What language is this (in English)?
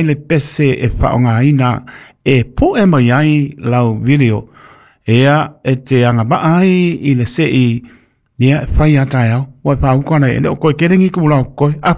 Samoan